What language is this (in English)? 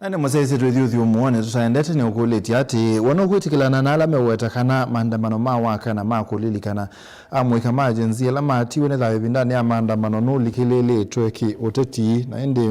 Kamba